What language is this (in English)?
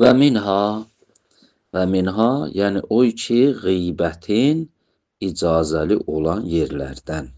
Azerbaijani